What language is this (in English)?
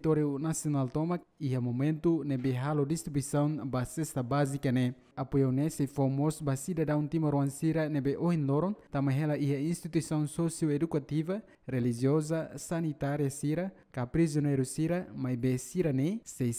Tetum